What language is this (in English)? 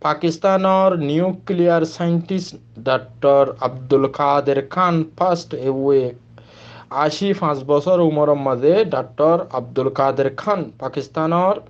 Rohingya